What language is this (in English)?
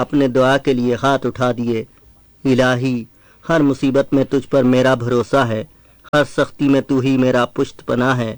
Urdu